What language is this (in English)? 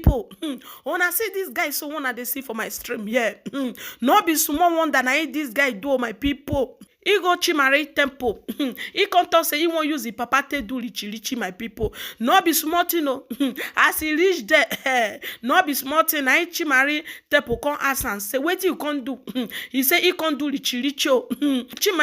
Nigerian Pidgin